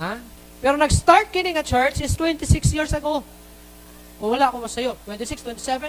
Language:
Cebuano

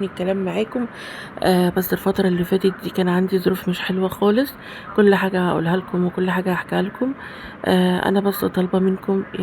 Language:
Egyptian Arabic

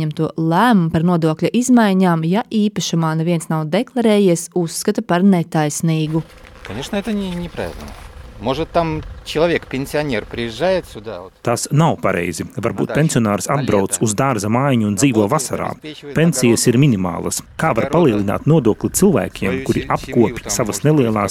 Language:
Latvian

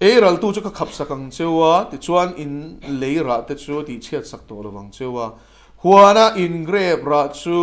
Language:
Mizo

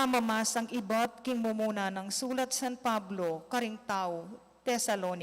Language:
Pampanga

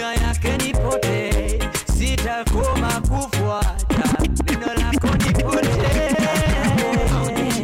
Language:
Swahili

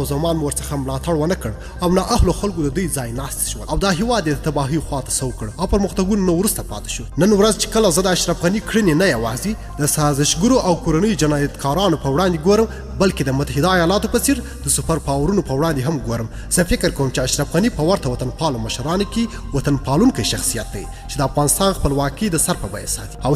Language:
Pashto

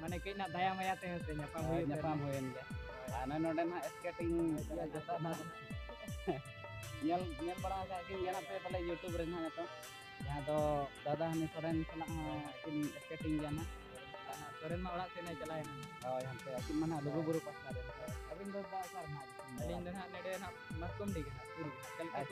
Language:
Santali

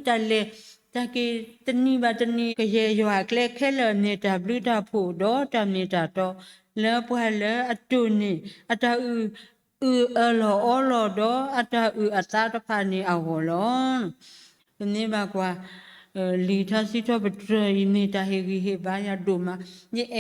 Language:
S'gaw Karen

